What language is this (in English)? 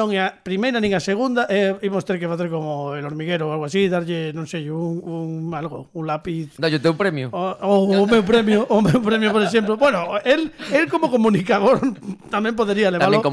Galician